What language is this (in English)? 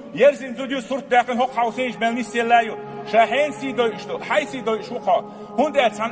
Chechen